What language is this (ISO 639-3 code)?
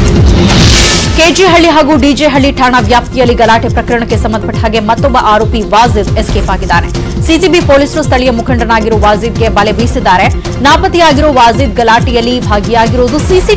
kan